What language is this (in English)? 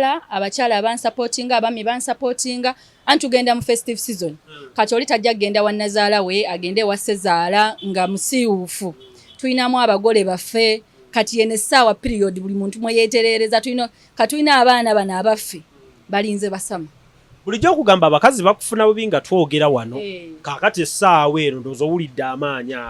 Ganda